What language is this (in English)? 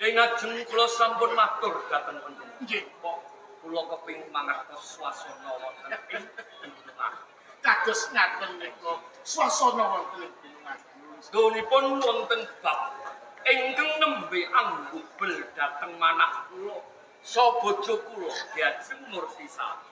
Javanese